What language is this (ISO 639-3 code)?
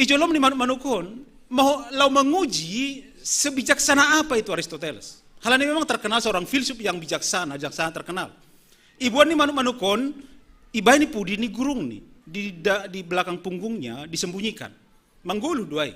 bts